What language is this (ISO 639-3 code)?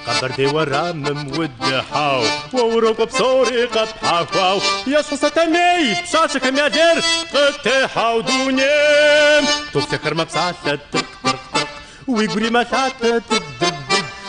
kbd